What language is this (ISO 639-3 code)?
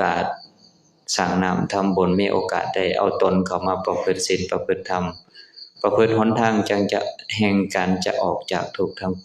lao